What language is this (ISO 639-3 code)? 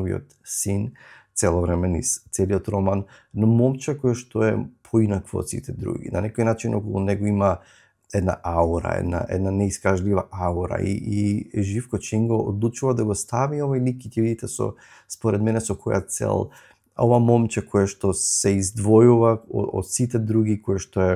mkd